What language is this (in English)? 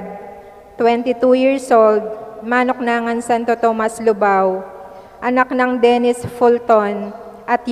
Pampanga